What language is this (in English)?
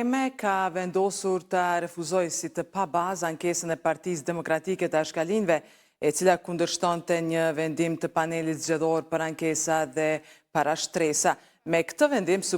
Albanian